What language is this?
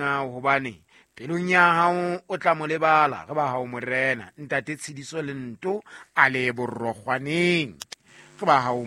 Southern Sotho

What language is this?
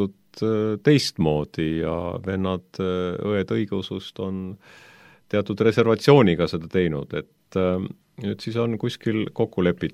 Estonian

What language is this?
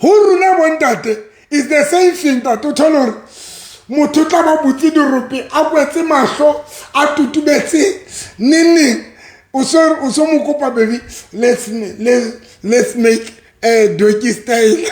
Southern Sotho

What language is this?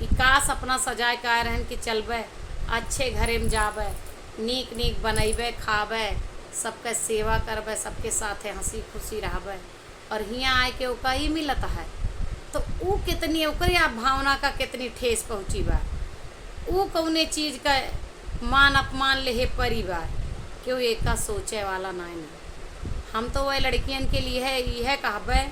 Awadhi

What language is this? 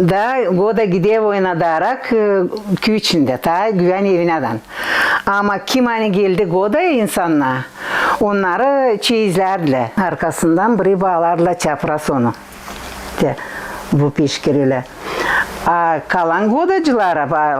Gagauz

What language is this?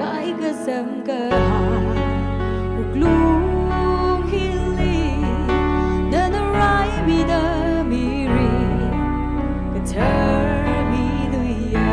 Tangkhul Naga (India)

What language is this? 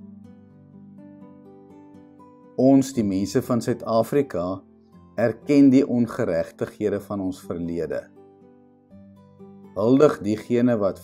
Afrikaans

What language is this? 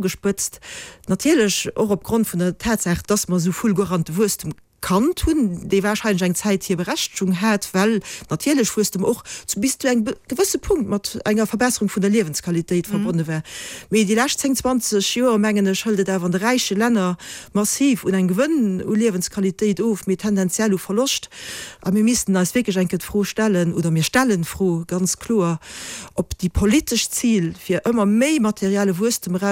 Luxembourgish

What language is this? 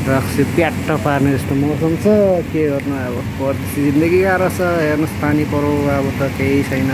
Nepali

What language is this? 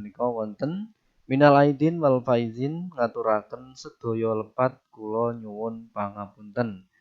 Javanese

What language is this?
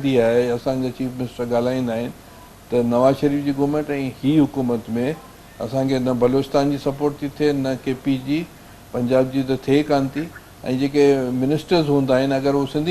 Sindhi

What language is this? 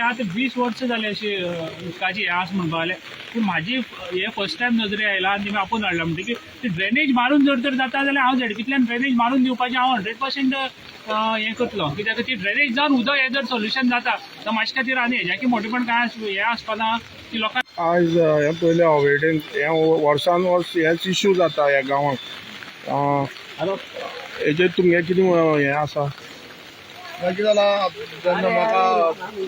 Konkani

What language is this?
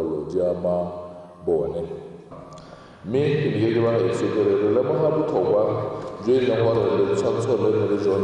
Tswana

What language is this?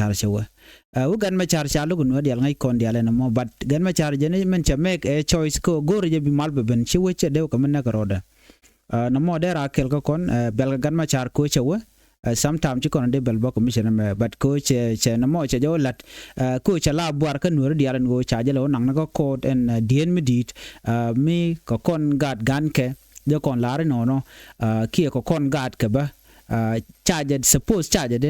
Nuer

